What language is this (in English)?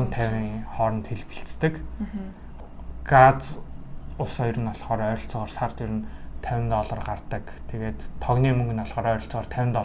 Mongolian